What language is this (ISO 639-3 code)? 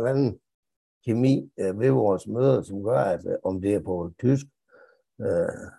dan